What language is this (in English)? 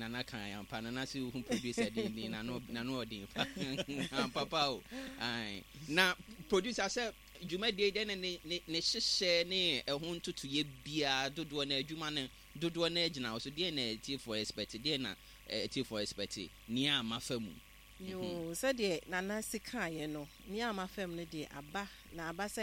Akan